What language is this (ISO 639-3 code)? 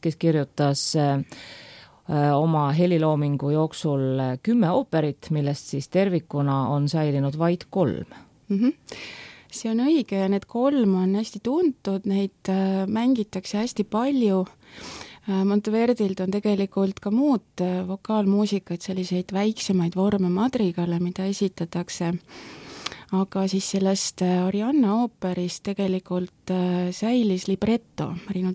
est